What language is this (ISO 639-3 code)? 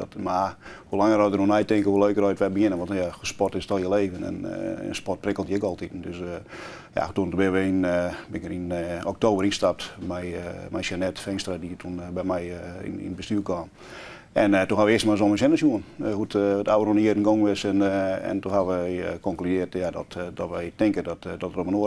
fry